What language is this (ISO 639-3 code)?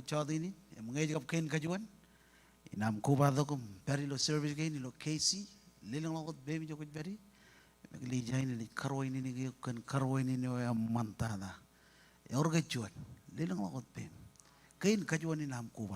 mah